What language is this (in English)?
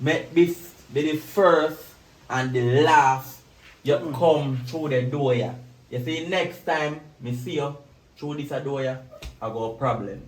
Jamaican Creole English